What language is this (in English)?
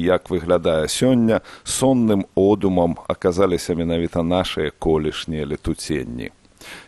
Belarusian